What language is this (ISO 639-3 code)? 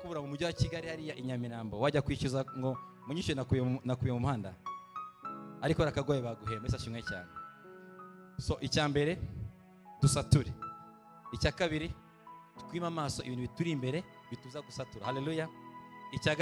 kin